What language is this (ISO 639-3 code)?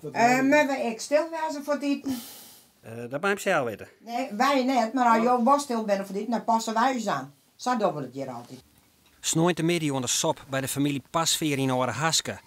fry